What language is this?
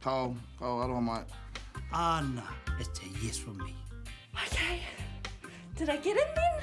Māori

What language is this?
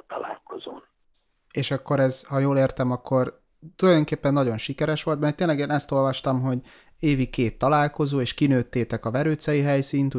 Hungarian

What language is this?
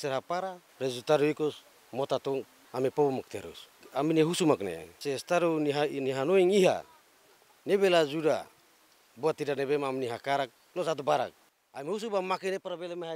Tetum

